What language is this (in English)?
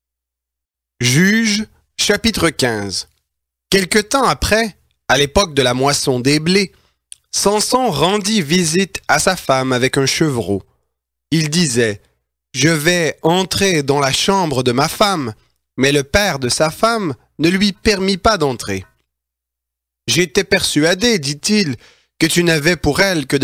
French